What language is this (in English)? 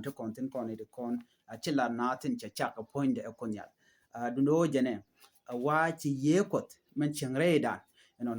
Nuer